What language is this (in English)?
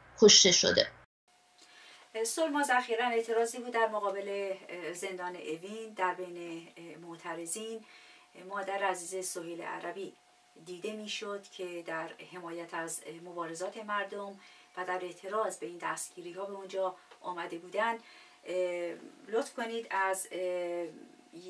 Persian